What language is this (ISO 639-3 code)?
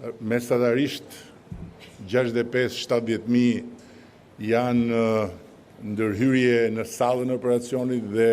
sqi